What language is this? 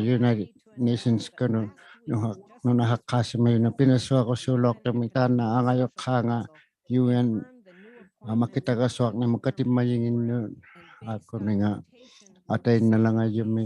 Inuktitut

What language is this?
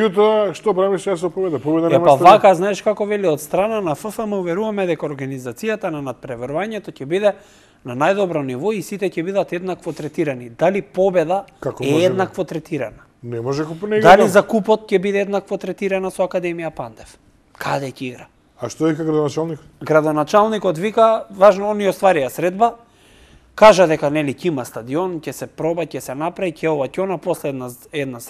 Macedonian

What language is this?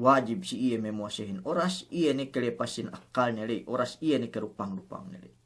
Yakan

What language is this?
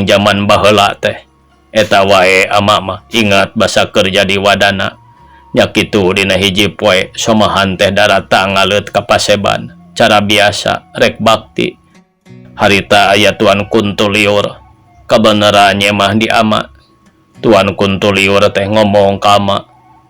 Sundanese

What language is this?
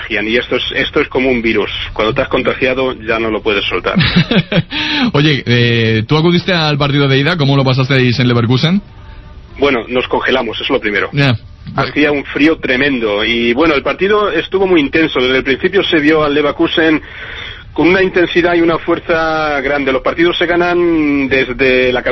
Spanish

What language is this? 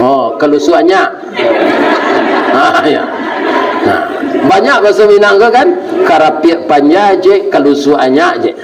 Minangkabau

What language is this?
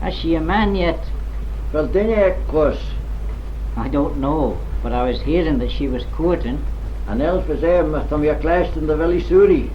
Manx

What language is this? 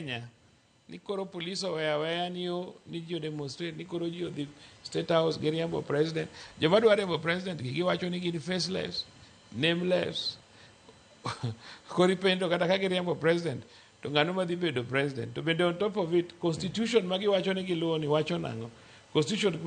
Luo (Kenya and Tanzania)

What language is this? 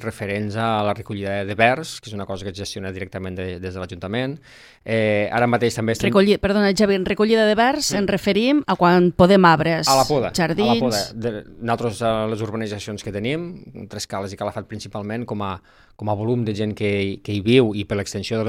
Catalan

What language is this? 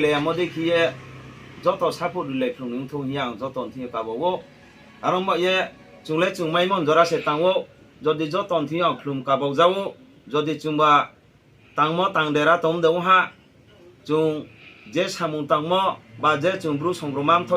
Riang (India)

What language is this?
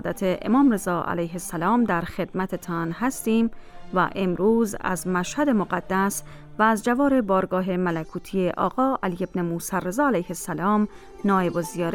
Persian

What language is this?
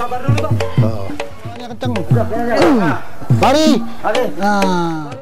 Betawi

